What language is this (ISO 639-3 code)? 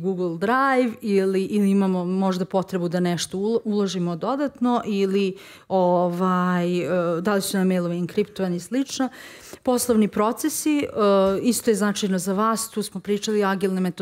srp